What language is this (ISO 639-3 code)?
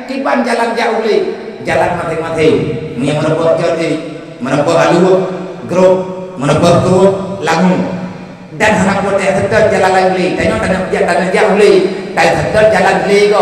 ace